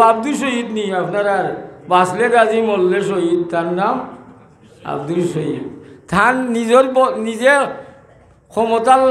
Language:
Sylheti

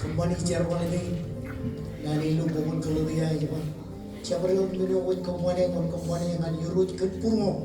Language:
Marshallese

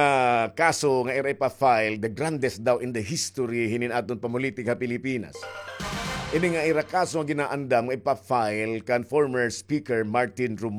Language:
Waray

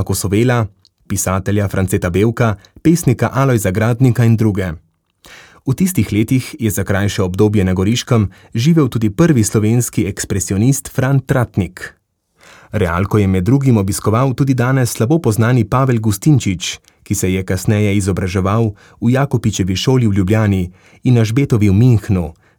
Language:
Slovenian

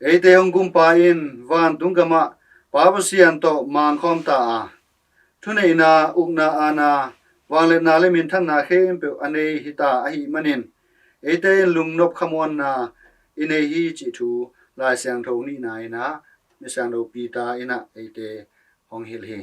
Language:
Tedim Chin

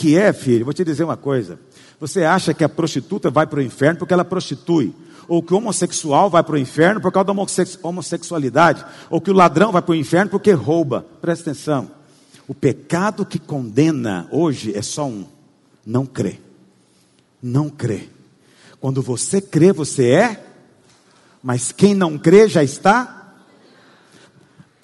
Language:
Portuguese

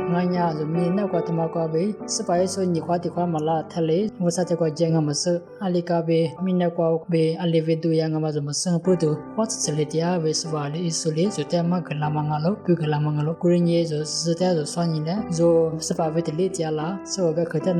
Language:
Lisu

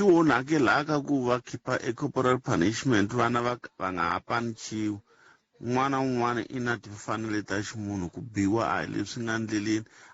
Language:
Tsonga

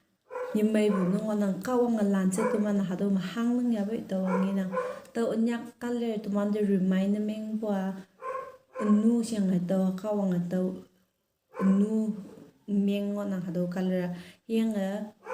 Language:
Konyak Naga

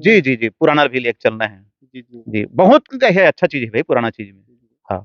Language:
Chhattisgarhi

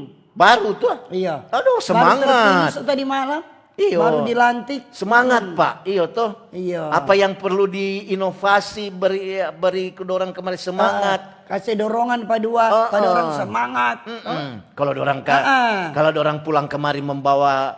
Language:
Manado Malay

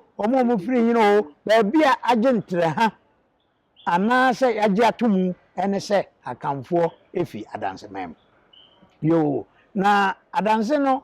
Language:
Akan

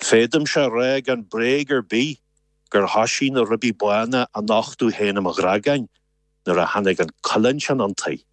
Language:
Irish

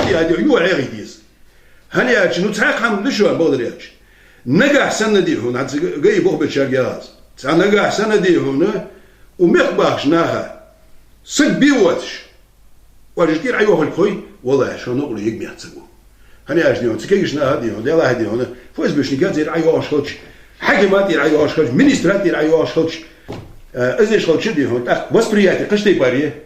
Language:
Ingush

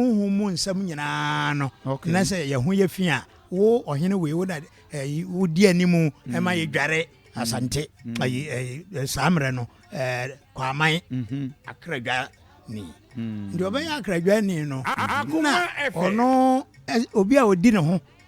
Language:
Akan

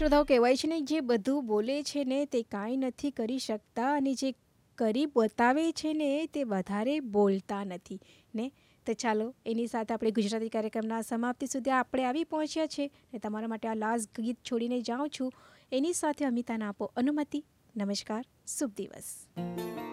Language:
Gujarati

